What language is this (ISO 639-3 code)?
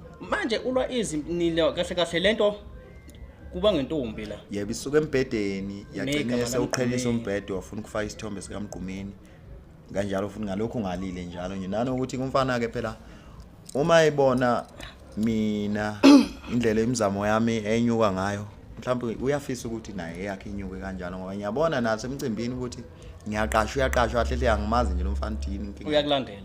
zul